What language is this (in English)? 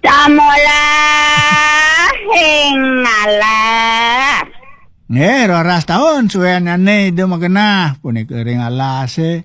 Balinese